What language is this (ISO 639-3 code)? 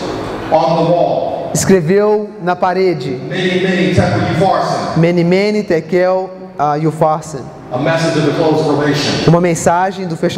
por